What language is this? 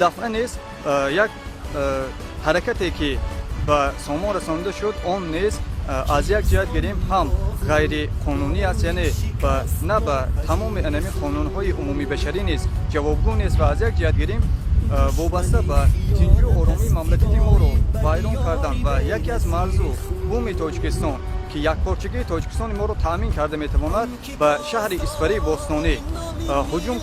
Tajik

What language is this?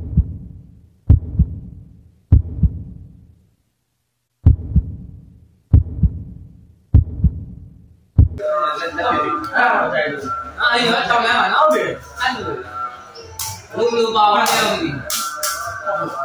Burmese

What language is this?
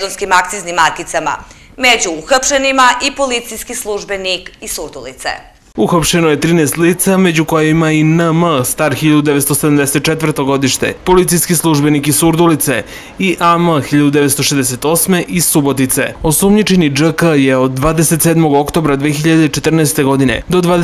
Serbian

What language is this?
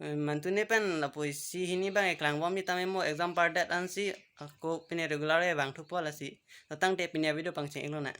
Karbi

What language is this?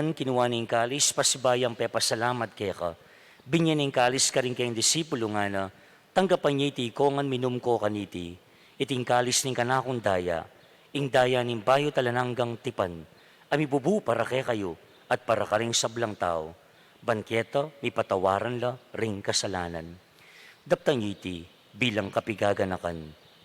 Pampanga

